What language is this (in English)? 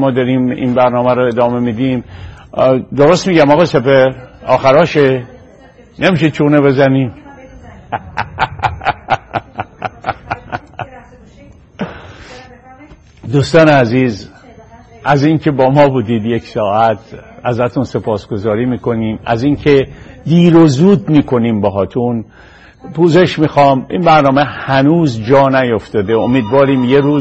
Persian